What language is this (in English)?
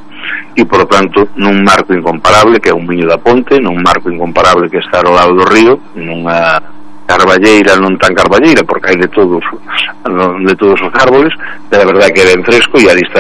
Galician